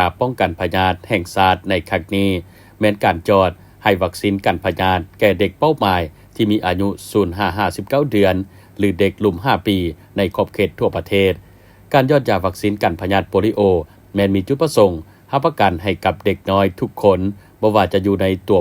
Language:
Lao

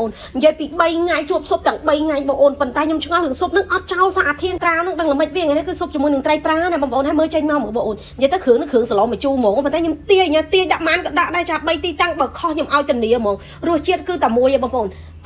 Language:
Khmer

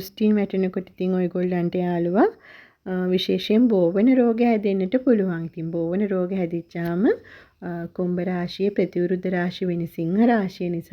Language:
Sinhala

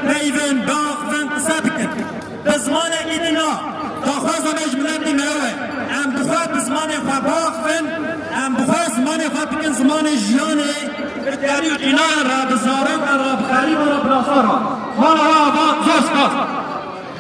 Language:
Kurdish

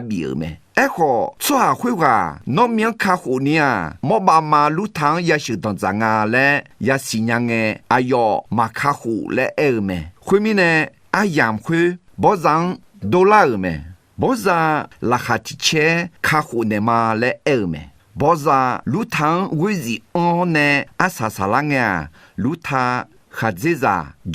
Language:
Akha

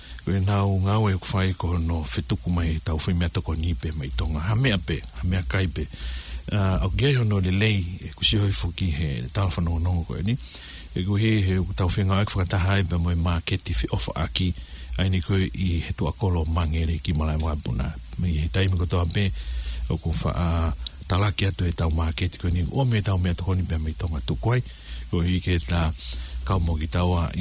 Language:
Tongan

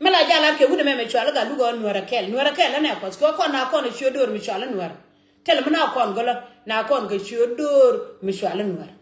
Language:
Nuer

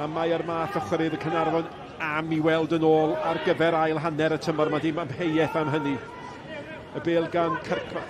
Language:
Welsh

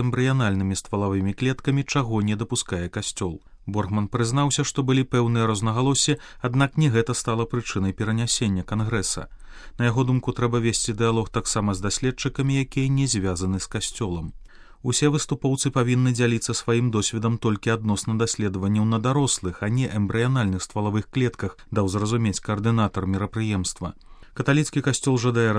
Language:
Belarusian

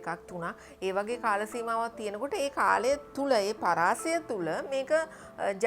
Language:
Sinhala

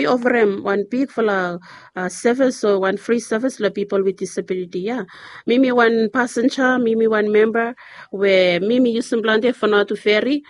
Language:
Bislama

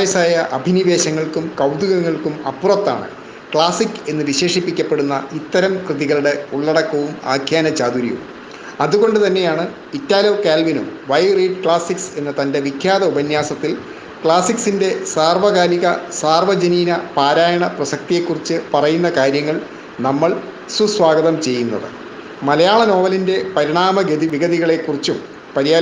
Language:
Malayalam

